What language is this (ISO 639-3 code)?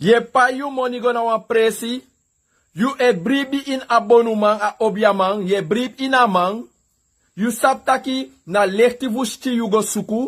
srn